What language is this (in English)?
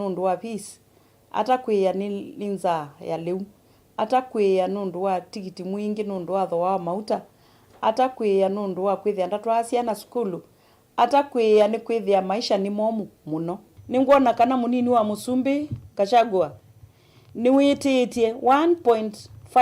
Kamba